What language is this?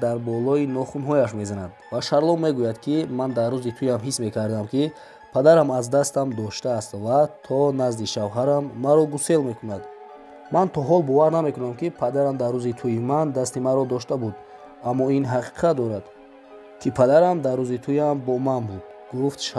Tajik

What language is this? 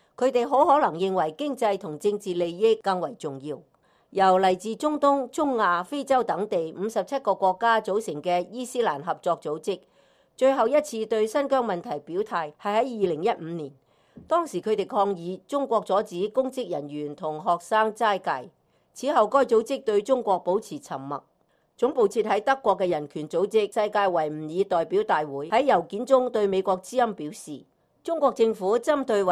Cantonese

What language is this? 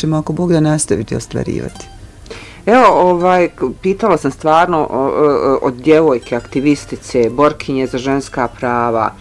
Bosnian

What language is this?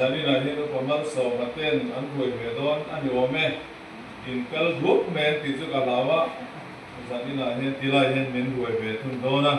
Mizo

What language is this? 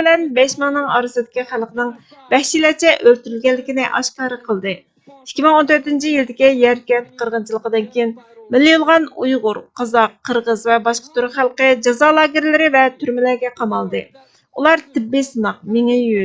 Uyghur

